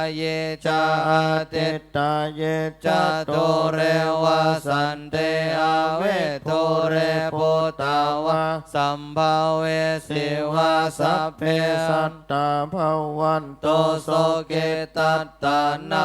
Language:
Pali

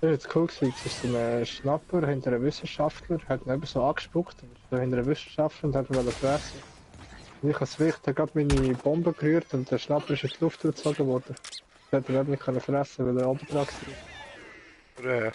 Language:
Swiss German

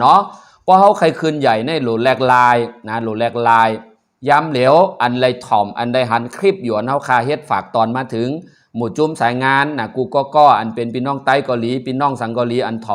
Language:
Shan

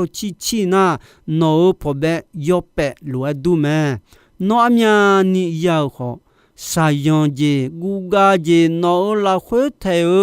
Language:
Akha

